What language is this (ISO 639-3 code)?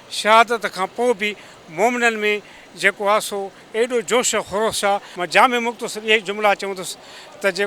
snd